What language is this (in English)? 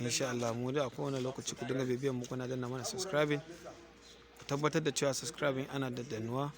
Hausa